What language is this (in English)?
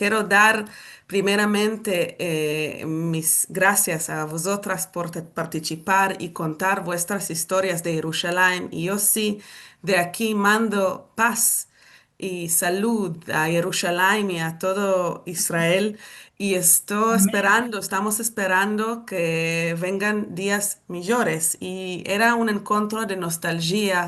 Ladino